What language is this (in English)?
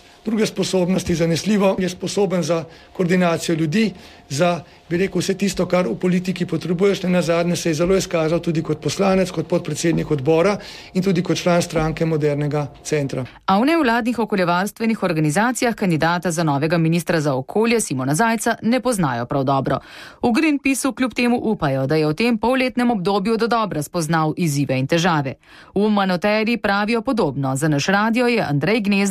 Slovenian